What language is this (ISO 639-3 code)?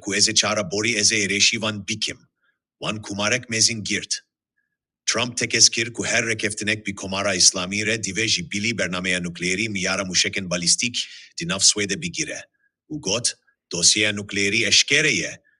kur